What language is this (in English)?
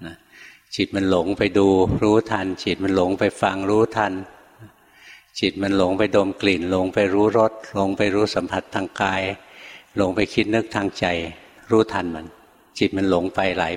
Thai